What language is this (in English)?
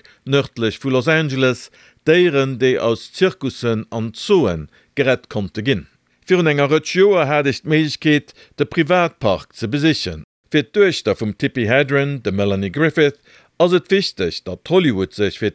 Luxembourgish